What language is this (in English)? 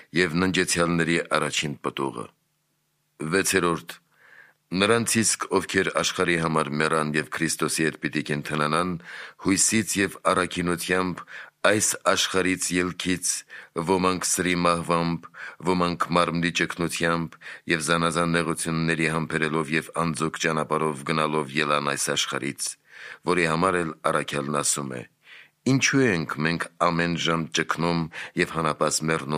Armenian